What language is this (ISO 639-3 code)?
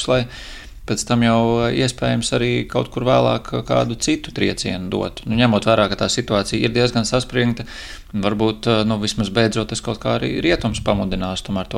lav